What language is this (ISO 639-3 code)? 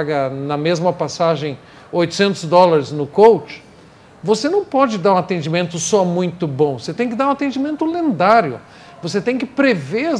por